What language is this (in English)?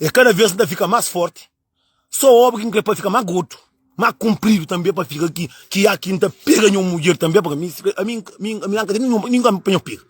Kabuverdianu